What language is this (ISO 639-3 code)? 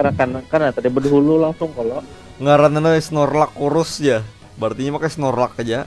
bjn